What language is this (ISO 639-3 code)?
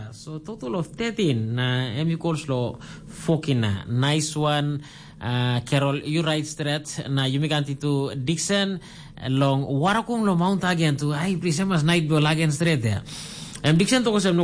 tpi